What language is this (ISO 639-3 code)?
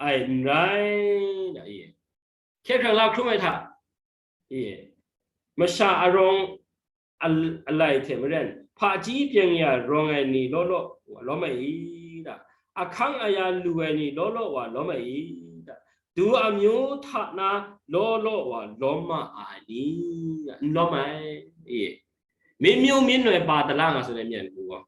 kac